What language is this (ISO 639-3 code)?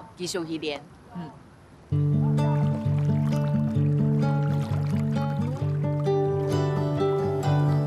zho